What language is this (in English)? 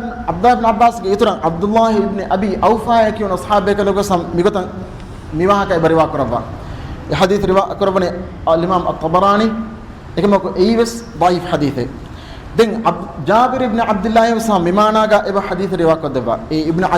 Divehi